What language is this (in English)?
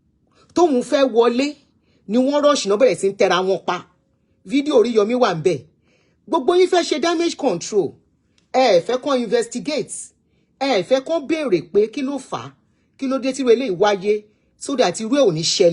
Yoruba